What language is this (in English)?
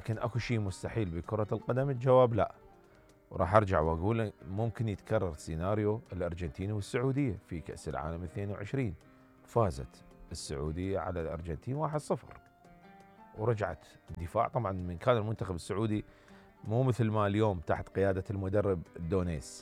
Mesopotamian Arabic